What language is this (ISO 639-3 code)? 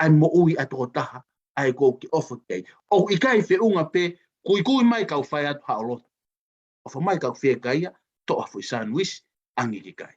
ton